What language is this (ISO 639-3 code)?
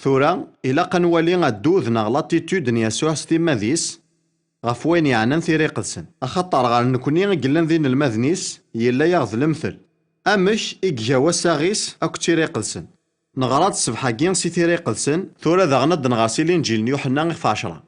kab